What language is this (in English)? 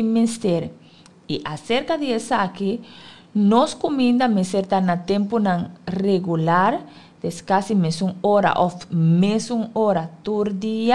Papiamento